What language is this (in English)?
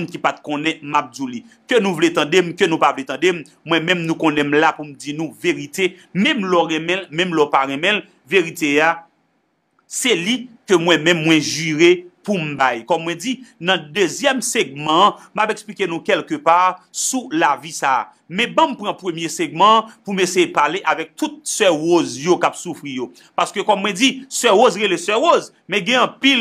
Haitian Creole